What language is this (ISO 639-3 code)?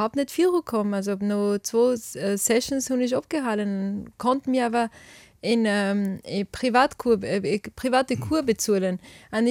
ltz